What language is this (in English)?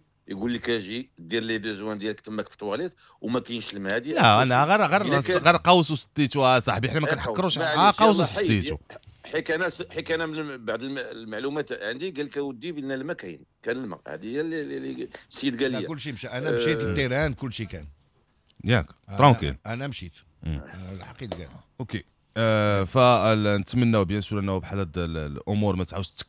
Moroccan Arabic